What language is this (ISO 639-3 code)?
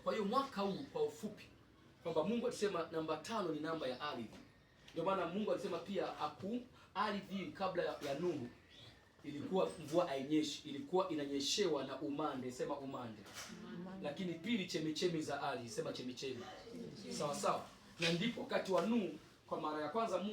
swa